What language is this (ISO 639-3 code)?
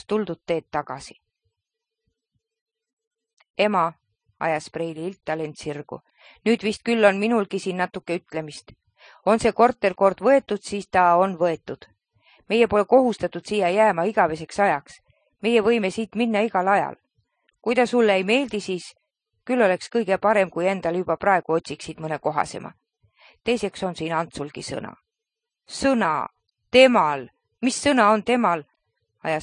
est